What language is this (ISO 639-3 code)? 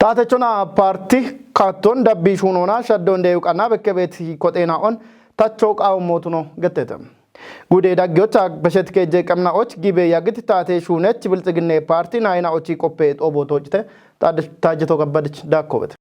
kbr